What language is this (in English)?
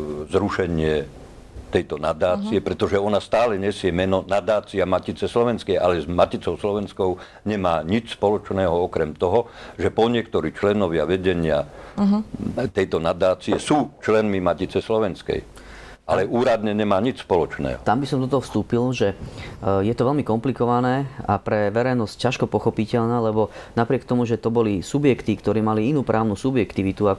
Slovak